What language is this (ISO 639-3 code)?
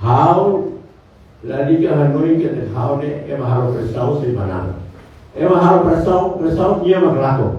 tet